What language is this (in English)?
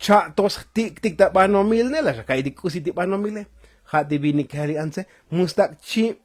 Tzotzil